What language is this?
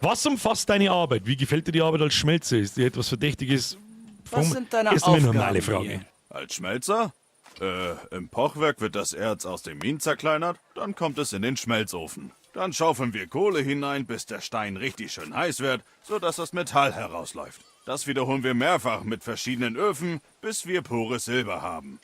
Bavarian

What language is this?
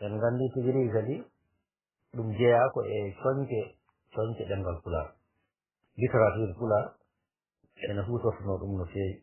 Fula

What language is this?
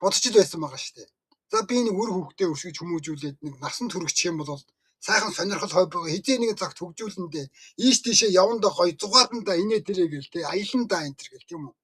Mongolian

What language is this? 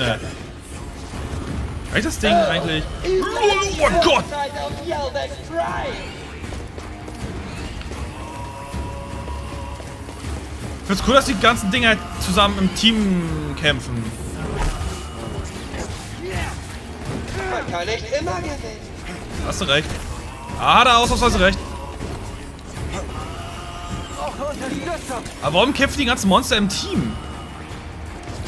German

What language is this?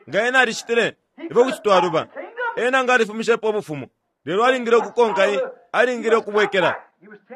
Bemba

